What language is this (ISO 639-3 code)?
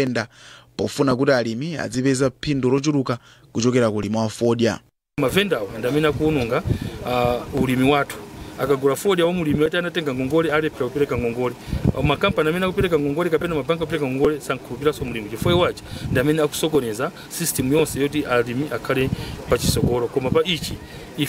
nya